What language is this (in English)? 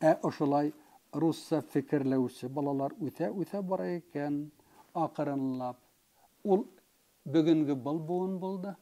Bashkir